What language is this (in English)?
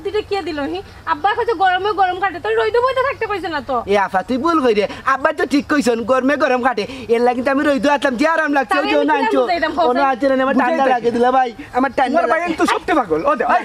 Sylheti